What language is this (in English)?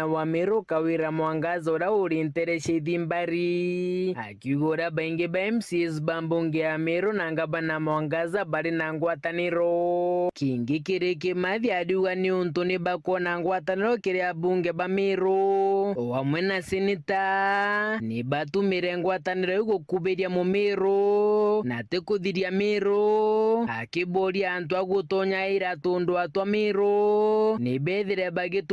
Meru